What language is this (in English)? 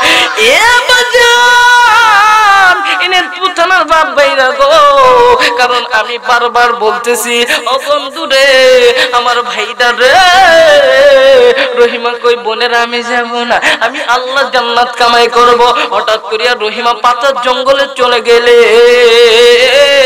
Bangla